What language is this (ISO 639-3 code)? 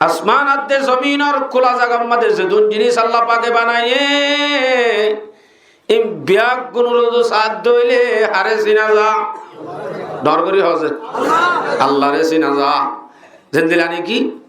rhg